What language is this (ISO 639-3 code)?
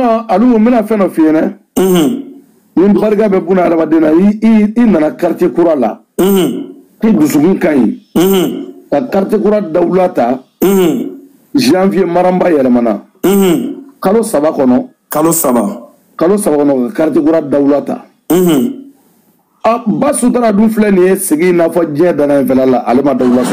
bam